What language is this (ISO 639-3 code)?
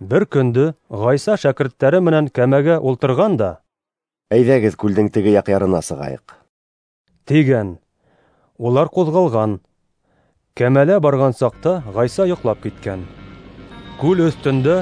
bak